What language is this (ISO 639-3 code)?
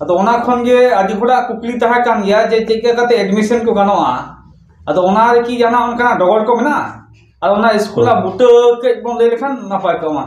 sat